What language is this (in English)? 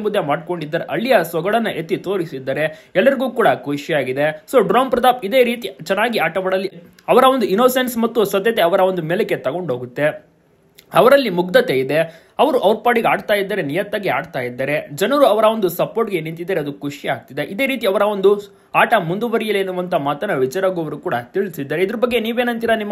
Kannada